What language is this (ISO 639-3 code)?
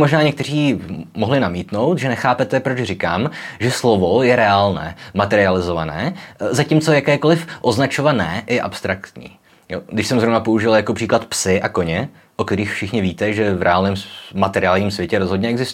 ces